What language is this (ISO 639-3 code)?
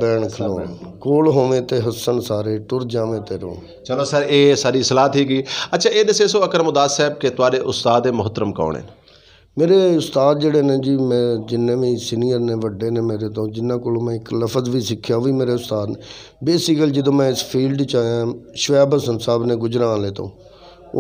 lah